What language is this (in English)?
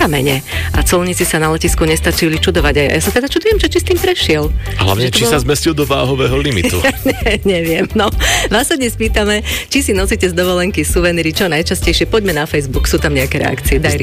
Slovak